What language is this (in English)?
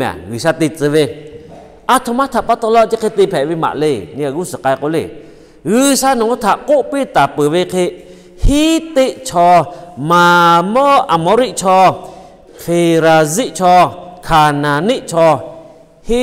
Lahu